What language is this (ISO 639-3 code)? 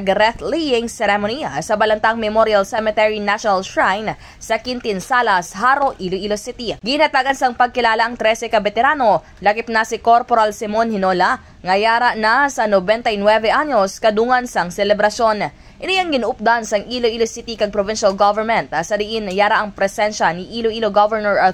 hil